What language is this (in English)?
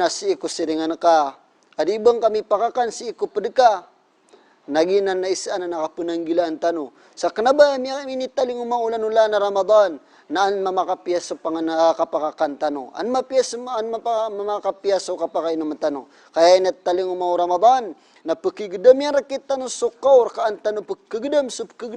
Maranao